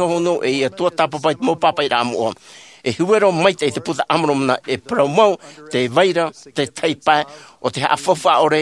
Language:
Tahitian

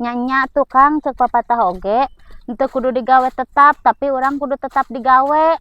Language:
Sundanese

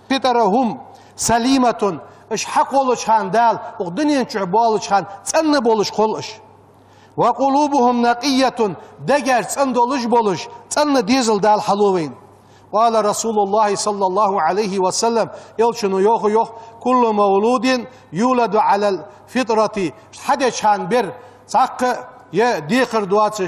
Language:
Ingush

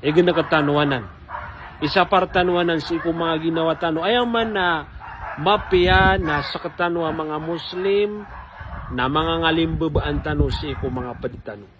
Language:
Maranao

